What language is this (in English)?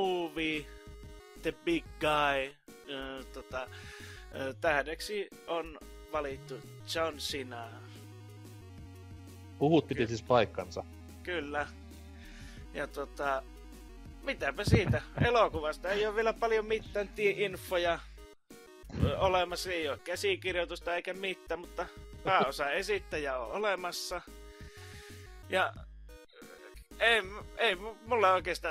Finnish